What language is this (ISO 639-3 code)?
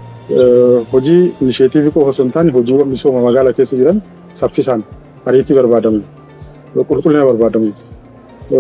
orm